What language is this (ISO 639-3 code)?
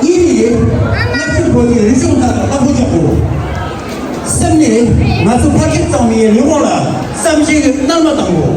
bod